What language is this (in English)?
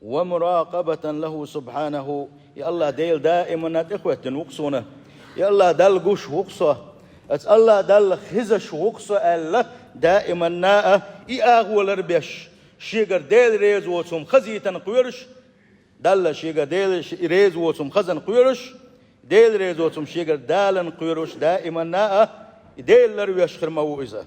Chechen